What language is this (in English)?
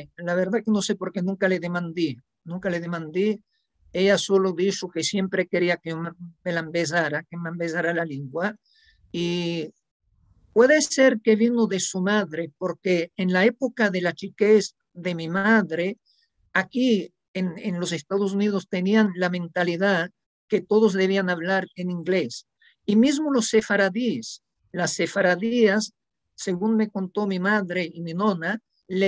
Ladino